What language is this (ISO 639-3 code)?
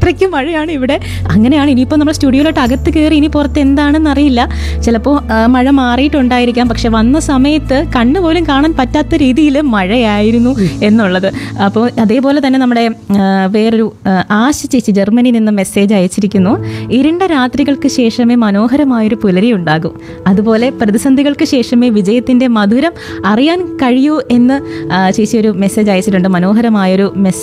mal